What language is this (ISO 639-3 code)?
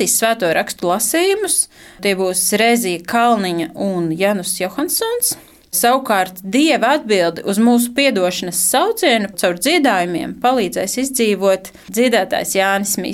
lav